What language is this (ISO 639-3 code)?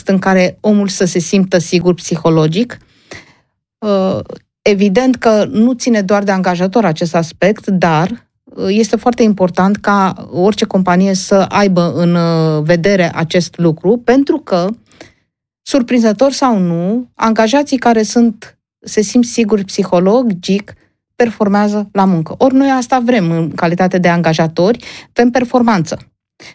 ron